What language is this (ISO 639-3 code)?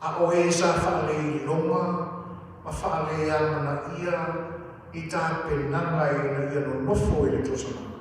smo